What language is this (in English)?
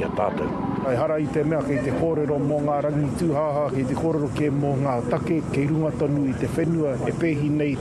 Māori